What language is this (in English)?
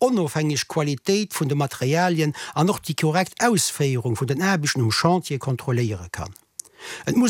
Luxembourgish